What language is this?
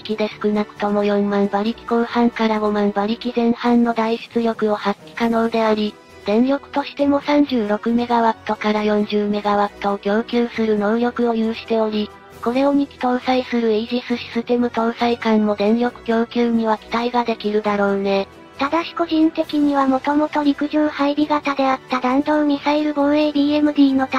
Japanese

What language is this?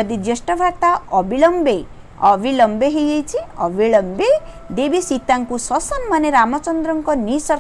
Odia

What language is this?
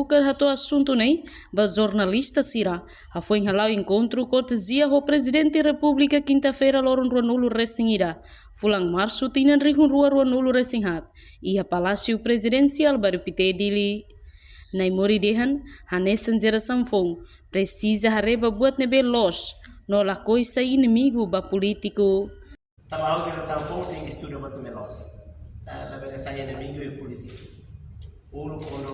Tetum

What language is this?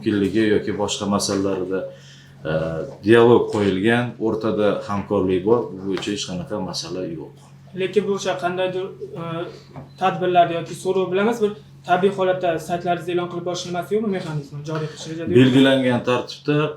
Uzbek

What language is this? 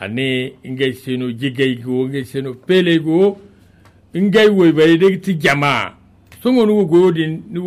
Zarma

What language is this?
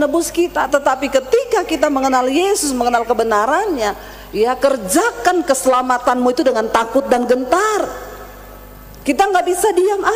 Indonesian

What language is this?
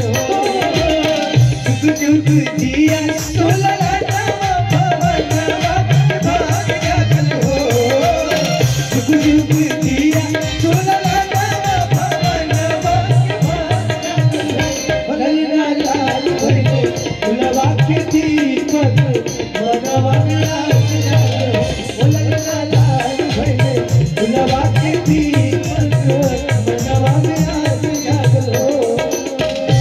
Bhojpuri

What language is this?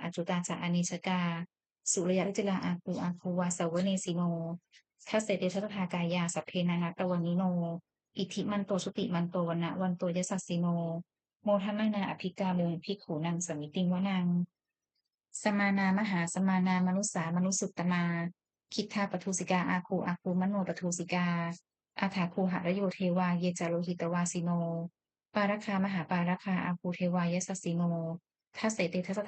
Pali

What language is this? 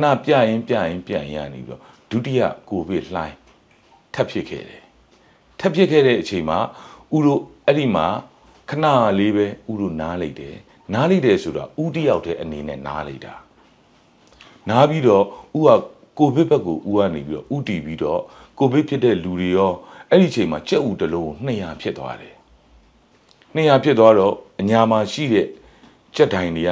Burmese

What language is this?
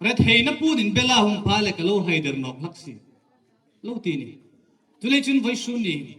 Hmar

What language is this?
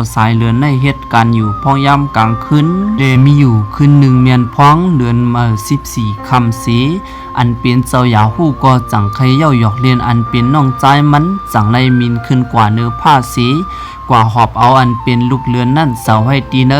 Shan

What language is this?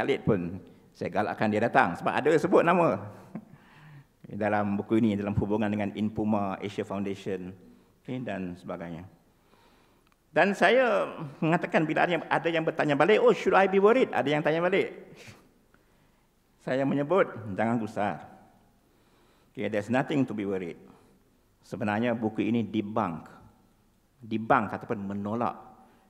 Malay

